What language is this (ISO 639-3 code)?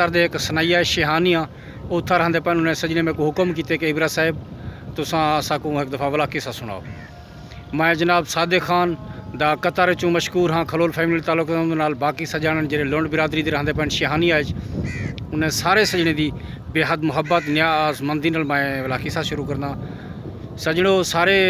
skr